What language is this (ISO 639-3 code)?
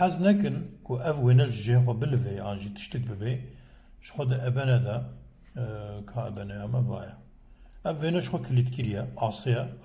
kur